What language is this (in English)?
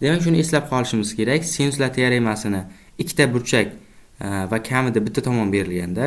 Uzbek